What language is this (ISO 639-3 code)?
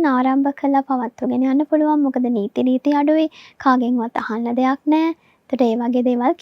sin